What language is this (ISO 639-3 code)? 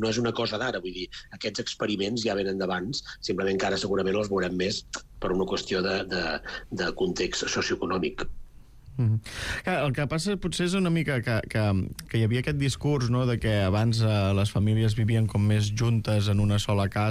cat